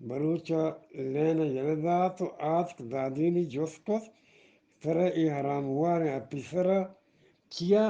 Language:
Eastern Balochi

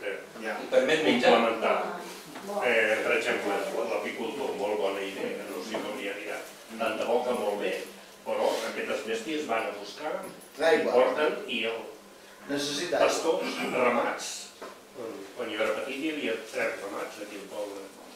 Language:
Catalan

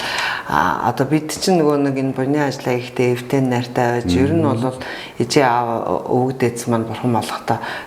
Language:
Mongolian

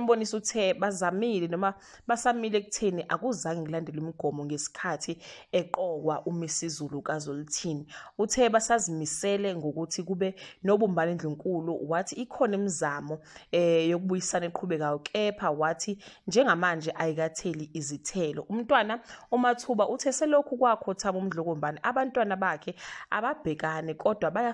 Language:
Zulu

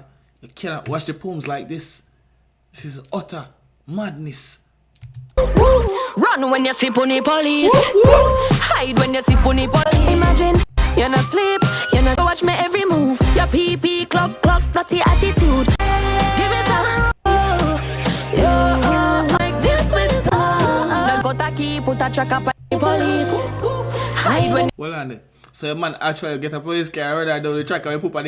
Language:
Jamaican Creole English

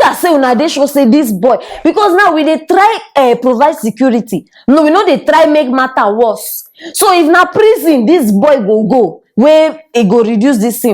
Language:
Nigerian Pidgin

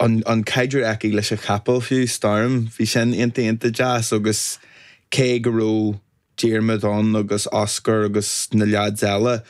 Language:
Irish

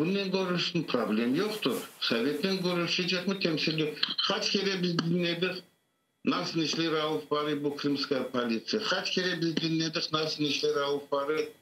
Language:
Crimean Tatar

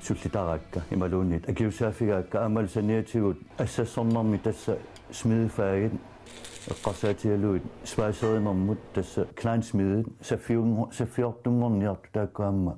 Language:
Kalaallisut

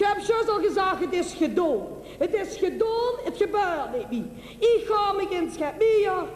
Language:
Limburgish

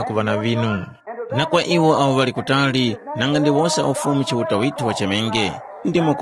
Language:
Tumbuka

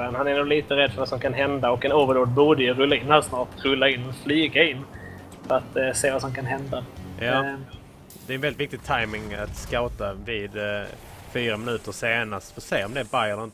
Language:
Swedish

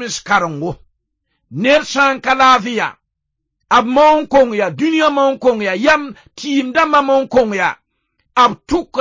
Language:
Mossi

